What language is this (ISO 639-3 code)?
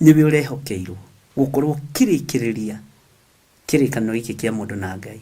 kik